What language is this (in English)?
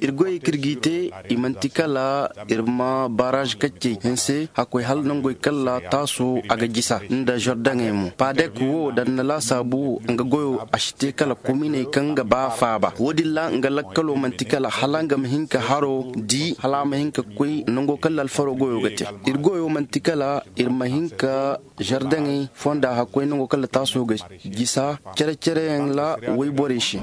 Zarma